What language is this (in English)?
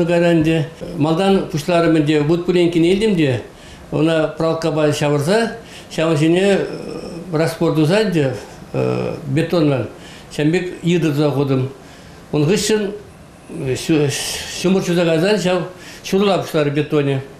Chuvash